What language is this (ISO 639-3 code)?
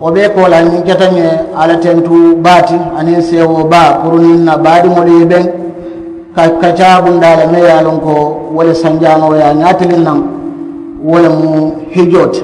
man